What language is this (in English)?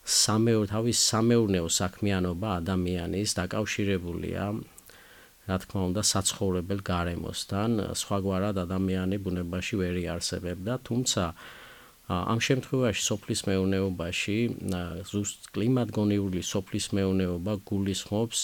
Georgian